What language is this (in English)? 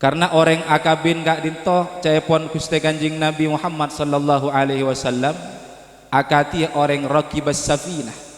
Madurese